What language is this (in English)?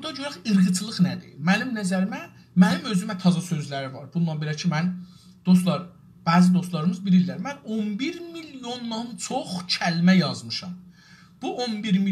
South Azerbaijani